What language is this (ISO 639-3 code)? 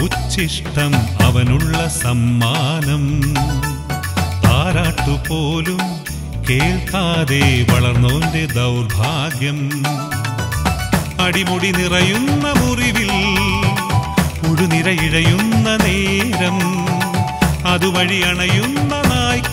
mal